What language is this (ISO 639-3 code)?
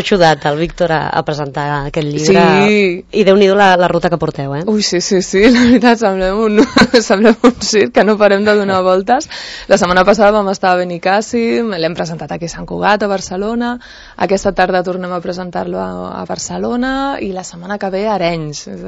cat